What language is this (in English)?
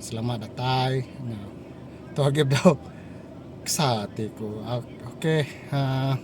Iban